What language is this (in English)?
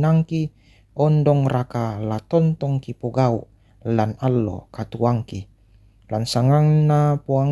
Toraja-Sa'dan